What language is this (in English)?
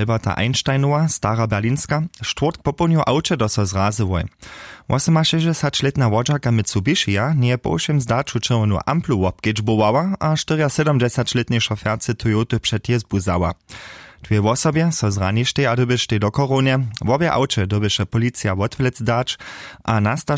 Upper Sorbian